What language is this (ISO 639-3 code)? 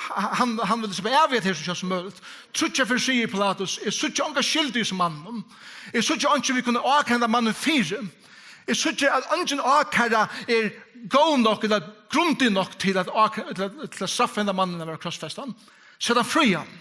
fao